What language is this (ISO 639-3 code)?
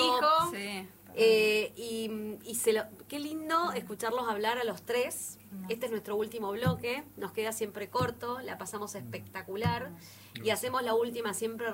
spa